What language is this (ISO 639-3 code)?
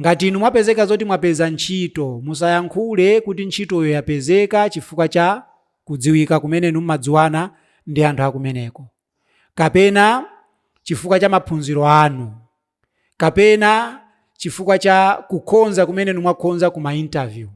nya